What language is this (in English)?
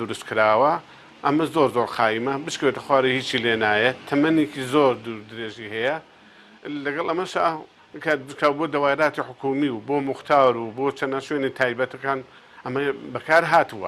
Central Kurdish